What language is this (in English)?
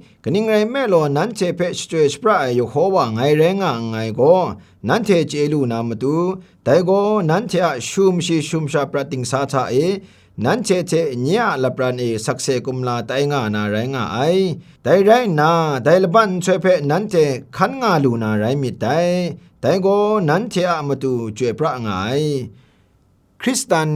Kachin